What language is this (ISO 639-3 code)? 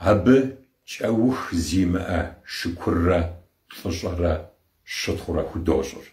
kbd